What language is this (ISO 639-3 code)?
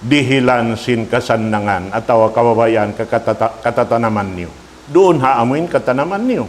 tsg